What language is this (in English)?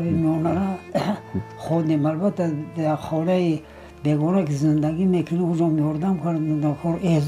Tajik